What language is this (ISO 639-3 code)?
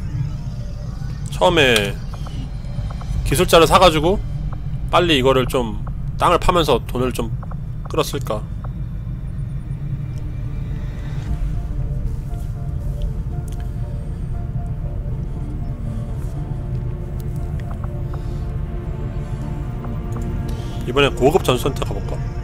kor